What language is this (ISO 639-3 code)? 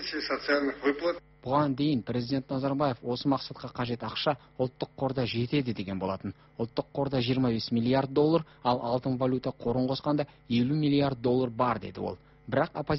kaz